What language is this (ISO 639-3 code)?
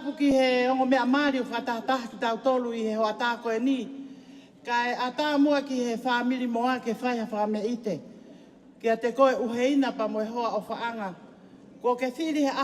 ton